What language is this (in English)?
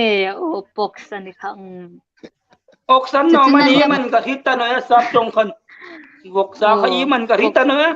Hmar